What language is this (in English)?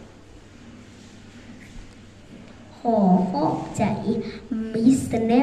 Lao